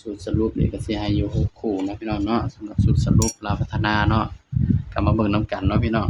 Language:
Northeastern Thai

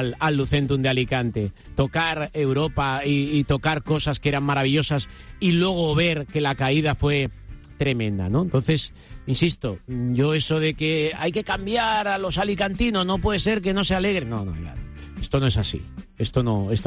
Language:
Spanish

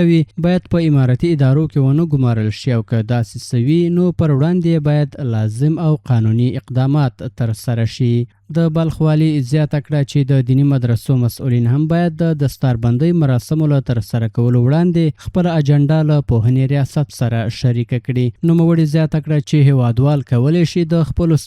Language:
Pashto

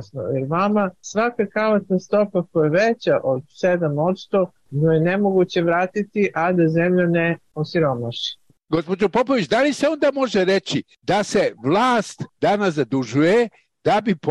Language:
Serbian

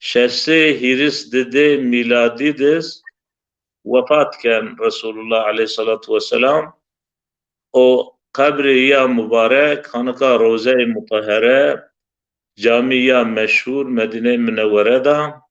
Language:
Zaza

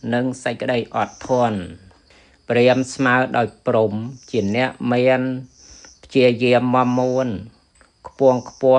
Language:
Khmer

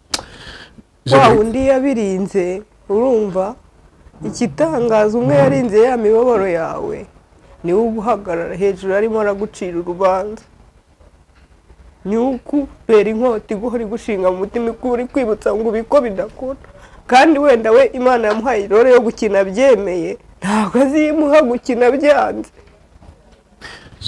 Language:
Kinyarwanda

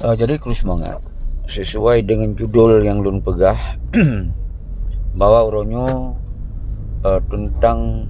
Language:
Achinese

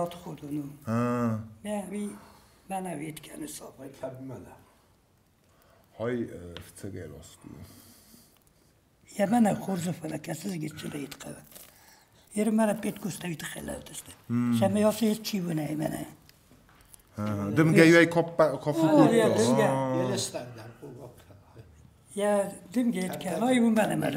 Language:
Ossetic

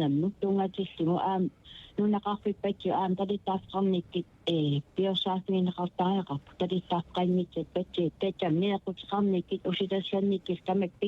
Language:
Kalaallisut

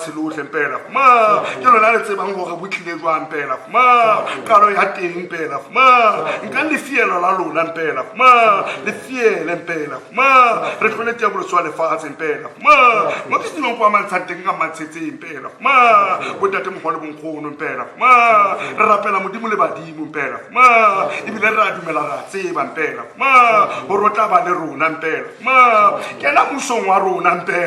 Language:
Tswana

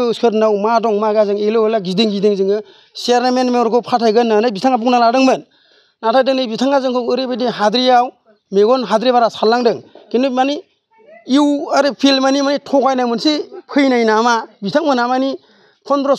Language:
Bodo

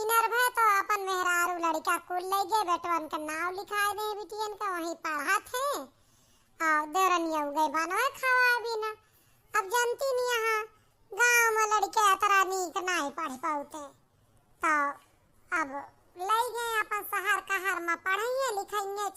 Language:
Awadhi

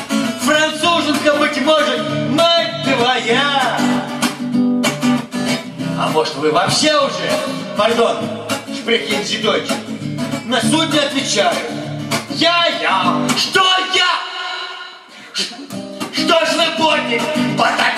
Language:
Russian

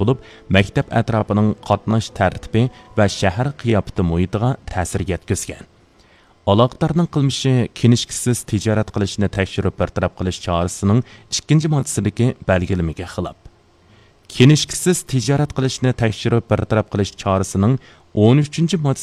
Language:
Uyghur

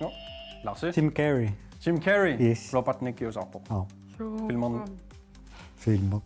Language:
Kalaallisut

